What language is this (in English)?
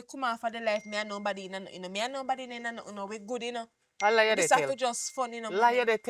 Jamaican Creole English